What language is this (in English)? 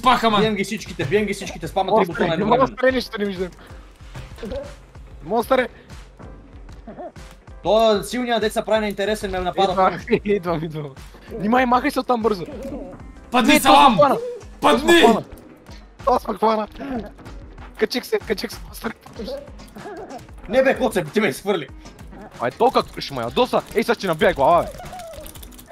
Bulgarian